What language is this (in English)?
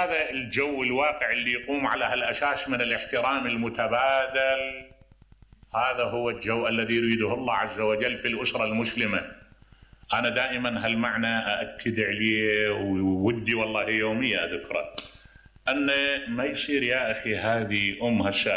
Mesopotamian Arabic